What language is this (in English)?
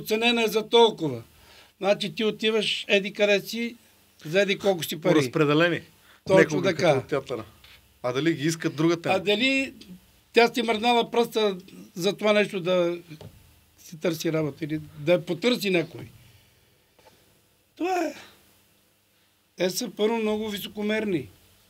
Bulgarian